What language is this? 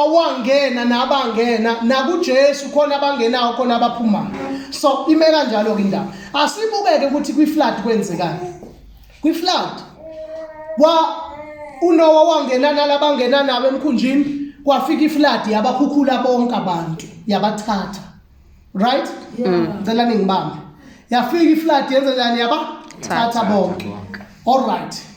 Zulu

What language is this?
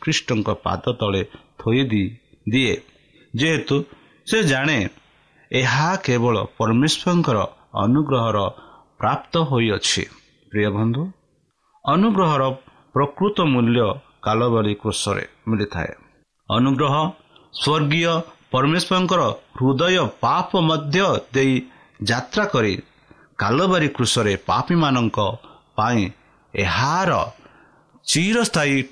Odia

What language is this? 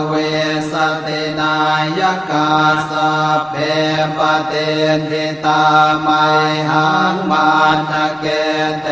Pali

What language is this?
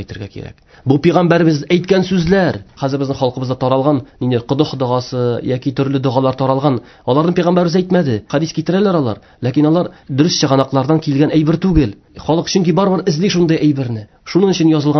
Tatar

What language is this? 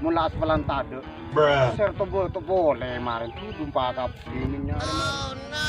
Madurese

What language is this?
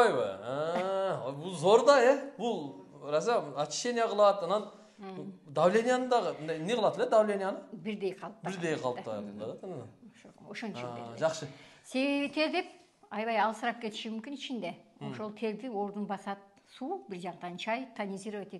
Kyrgyz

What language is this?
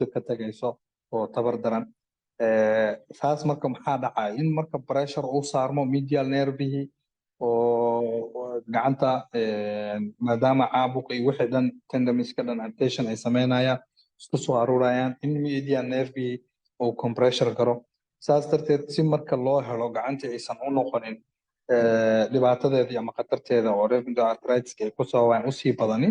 Somali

